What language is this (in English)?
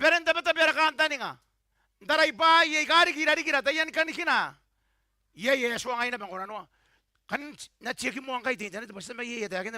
Gilbertese